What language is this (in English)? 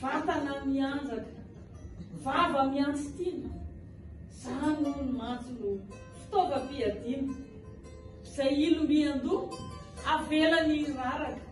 Malagasy